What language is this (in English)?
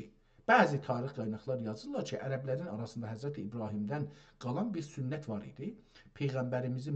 South Azerbaijani